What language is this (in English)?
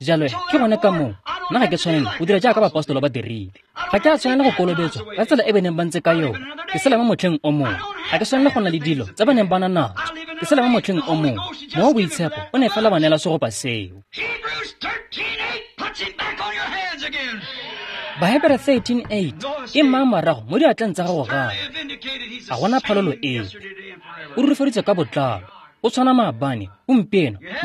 Tswana